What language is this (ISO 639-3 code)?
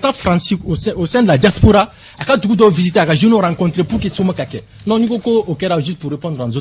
bam